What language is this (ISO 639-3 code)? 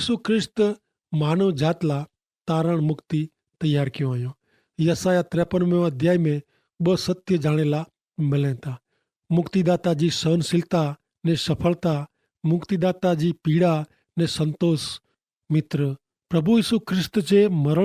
kfr